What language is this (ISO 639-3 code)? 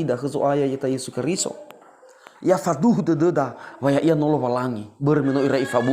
nia